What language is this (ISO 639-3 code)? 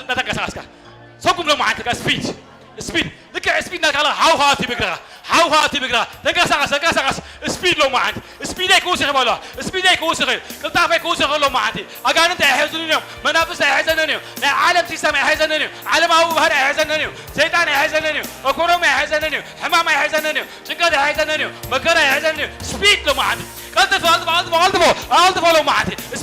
tir